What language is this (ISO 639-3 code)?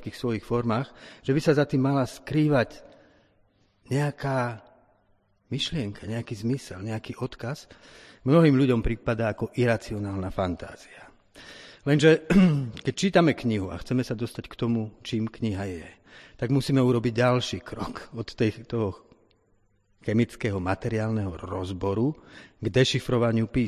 slk